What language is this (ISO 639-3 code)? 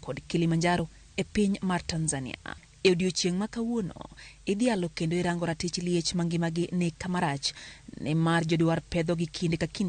luo